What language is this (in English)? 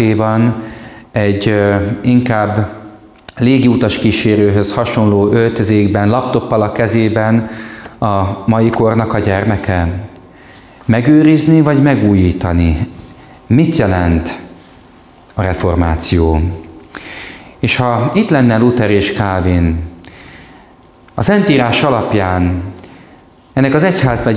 Hungarian